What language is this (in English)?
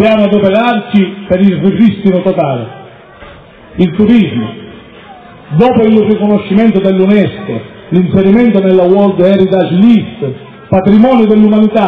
Italian